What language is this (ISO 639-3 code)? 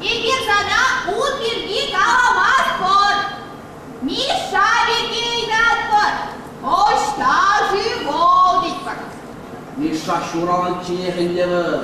chv